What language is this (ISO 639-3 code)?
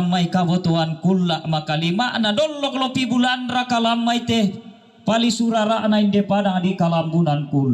sda